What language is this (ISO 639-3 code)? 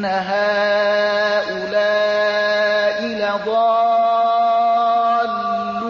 fas